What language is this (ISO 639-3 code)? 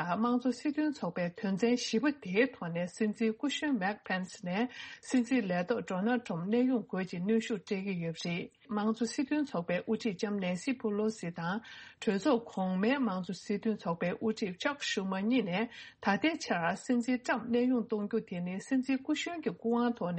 bod